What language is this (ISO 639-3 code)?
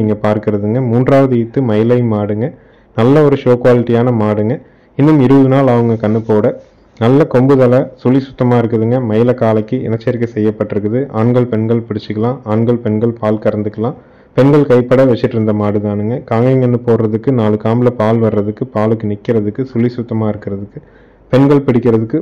tam